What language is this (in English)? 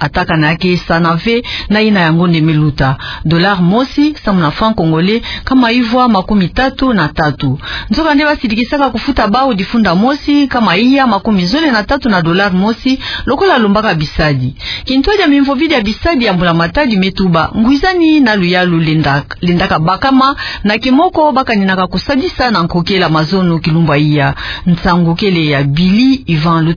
Kituba (Democratic Republic of Congo)